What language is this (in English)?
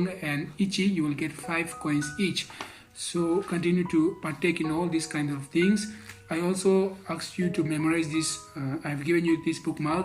Konyak Naga